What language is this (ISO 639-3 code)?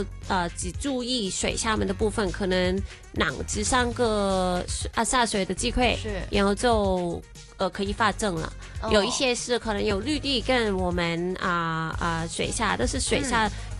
zho